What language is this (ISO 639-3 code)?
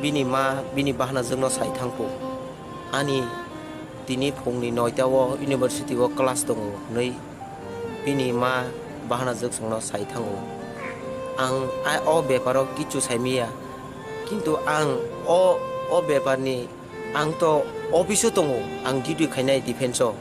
trp